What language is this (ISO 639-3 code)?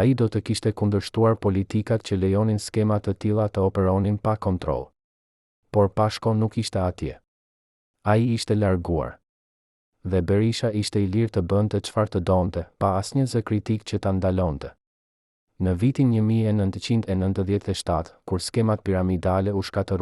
sqi